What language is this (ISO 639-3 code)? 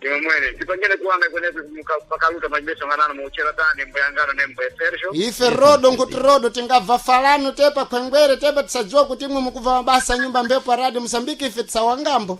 seh